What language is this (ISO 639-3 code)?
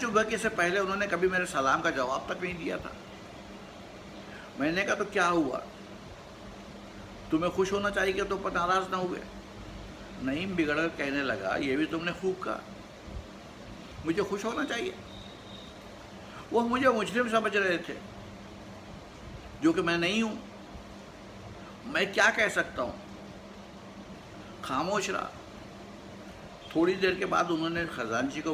urd